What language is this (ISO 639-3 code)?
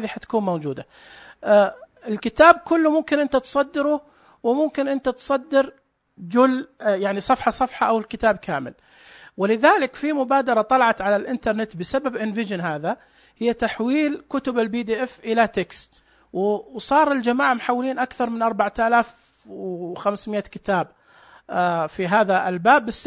ars